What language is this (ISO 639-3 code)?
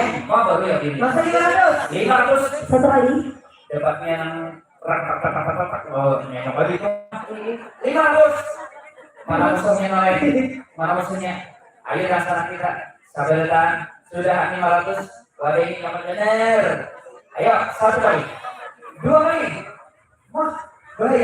bjn